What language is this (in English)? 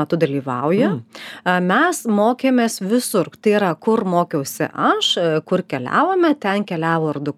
Lithuanian